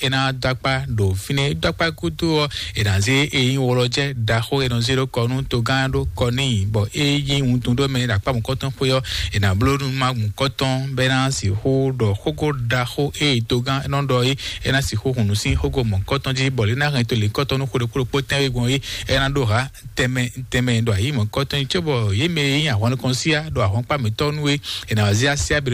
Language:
Fon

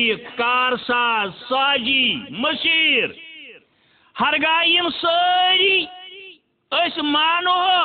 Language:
Kashmiri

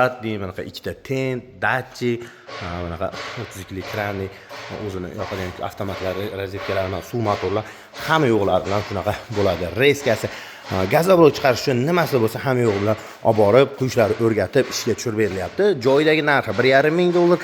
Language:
Uzbek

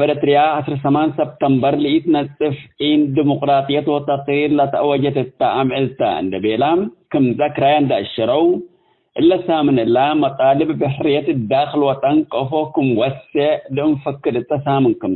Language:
Tigre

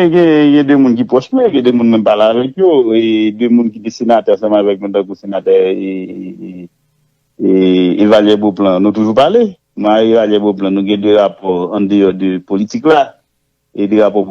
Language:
Haitian Creole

